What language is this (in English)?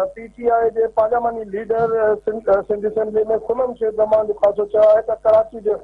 Sindhi